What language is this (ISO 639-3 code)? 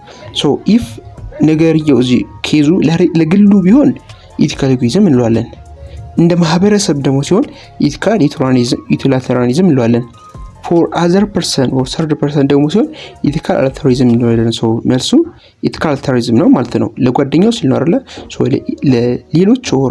amh